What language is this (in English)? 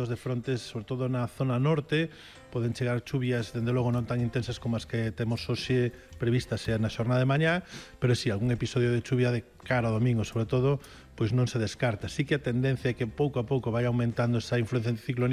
Galician